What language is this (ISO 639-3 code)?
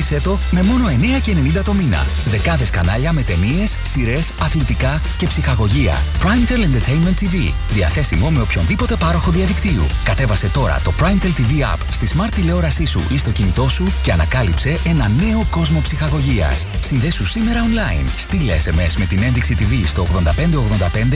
ell